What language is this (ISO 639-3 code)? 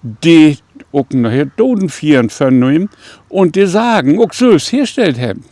nds